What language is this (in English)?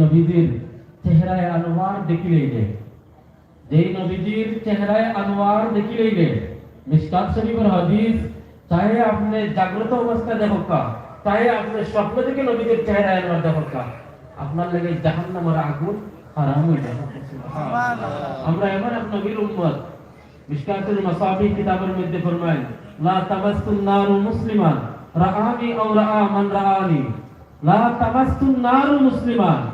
Sylheti